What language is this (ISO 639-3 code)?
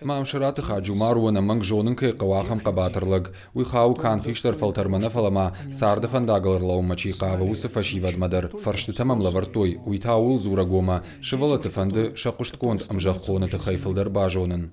oss